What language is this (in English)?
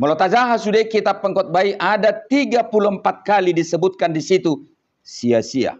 Batak Toba